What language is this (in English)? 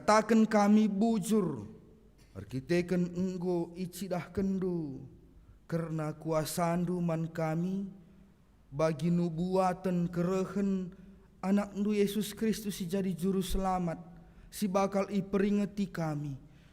Batak Karo